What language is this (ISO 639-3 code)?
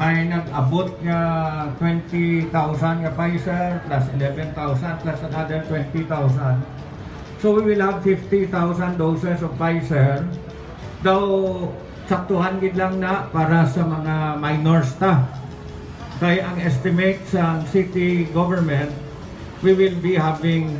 hil